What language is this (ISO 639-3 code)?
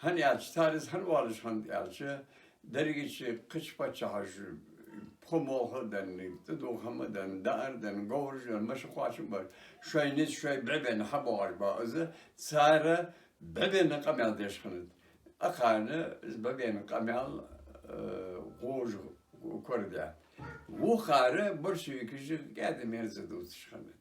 inh